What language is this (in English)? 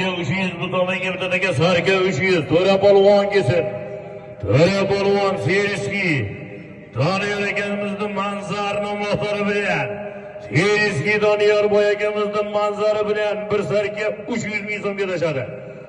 Uzbek